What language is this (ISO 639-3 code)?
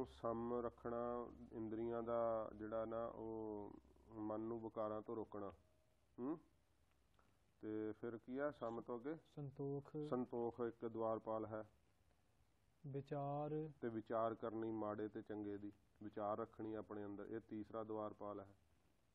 pan